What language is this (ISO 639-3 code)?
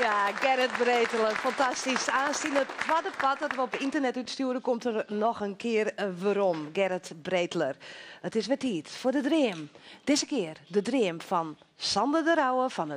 fry